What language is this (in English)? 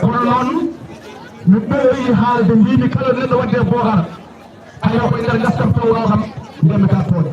Fula